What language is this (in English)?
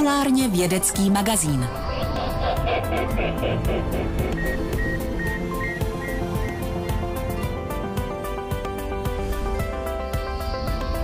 Czech